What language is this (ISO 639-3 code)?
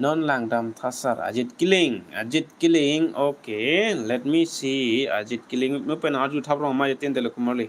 mjw